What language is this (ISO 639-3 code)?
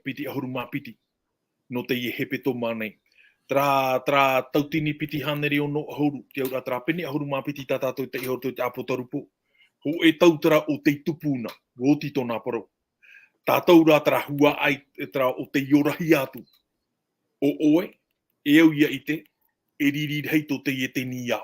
tah